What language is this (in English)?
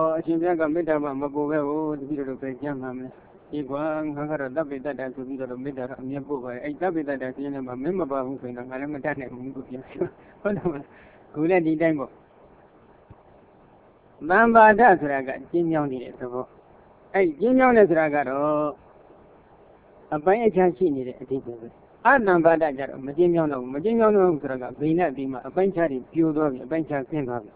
Burmese